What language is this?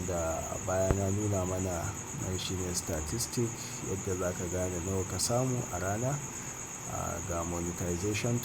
Hausa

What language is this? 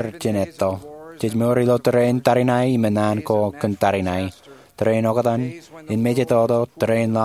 Marshallese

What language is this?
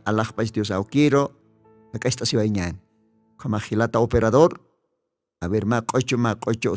Aymara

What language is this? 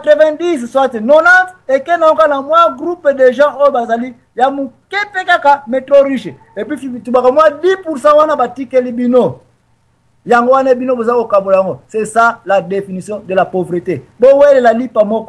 Lingala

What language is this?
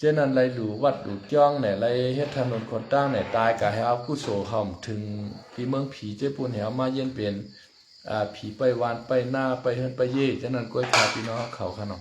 Shan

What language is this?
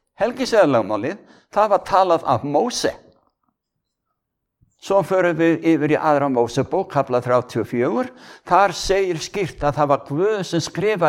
Icelandic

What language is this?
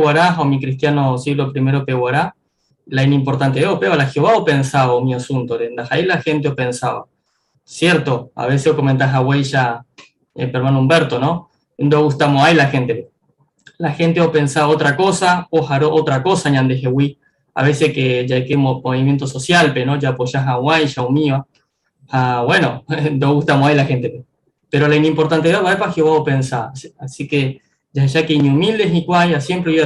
Guarani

